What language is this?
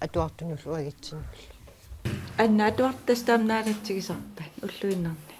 Kalaallisut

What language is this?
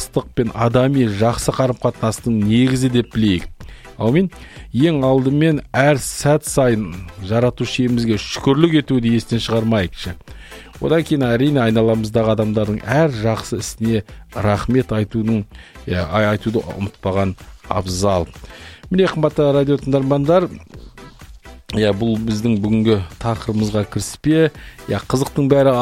Kazakh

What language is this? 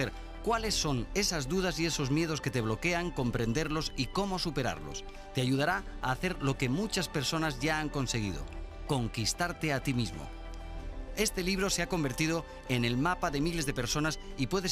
Spanish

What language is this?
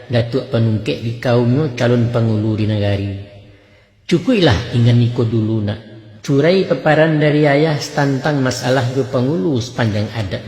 Minangkabau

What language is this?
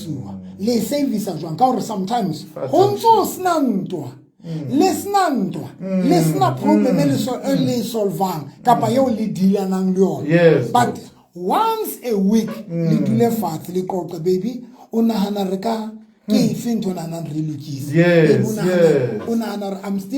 Southern Sotho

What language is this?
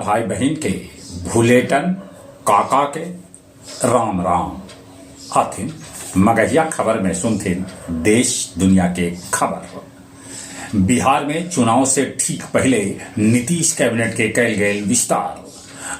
Magahi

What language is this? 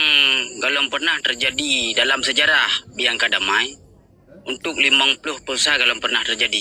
Achinese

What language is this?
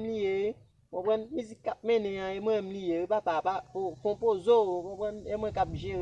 Haitian Creole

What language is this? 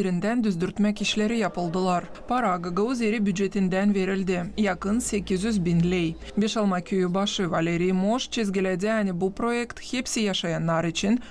Gagauz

